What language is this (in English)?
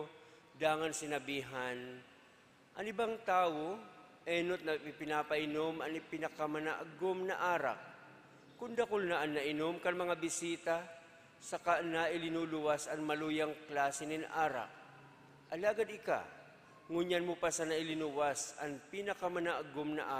Bikol